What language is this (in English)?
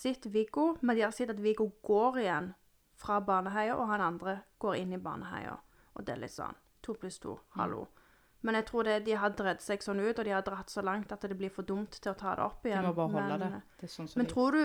Norwegian